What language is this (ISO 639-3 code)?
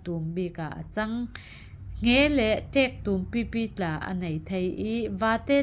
cfm